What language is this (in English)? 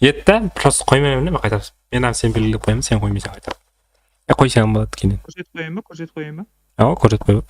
Kara-Kalpak